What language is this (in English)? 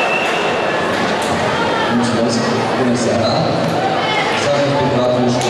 Romanian